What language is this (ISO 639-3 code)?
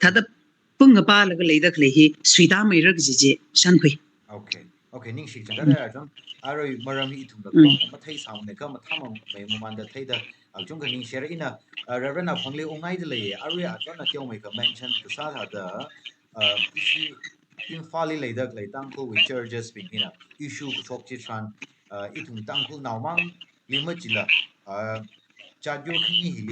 nmf